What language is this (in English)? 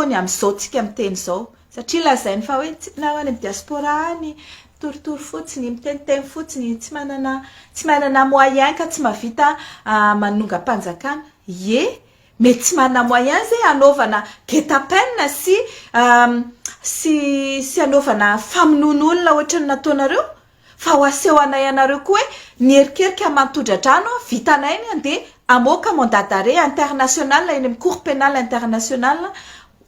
Malagasy